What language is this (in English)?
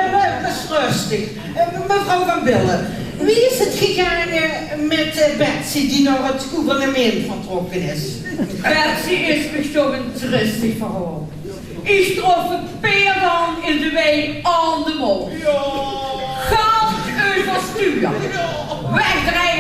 Limburgish